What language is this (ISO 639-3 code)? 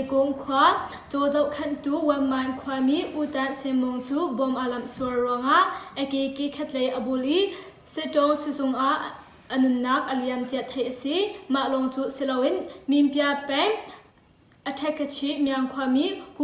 cnh